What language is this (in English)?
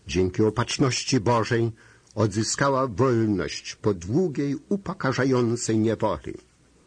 Polish